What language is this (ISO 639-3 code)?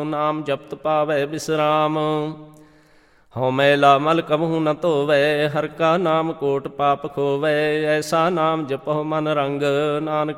pan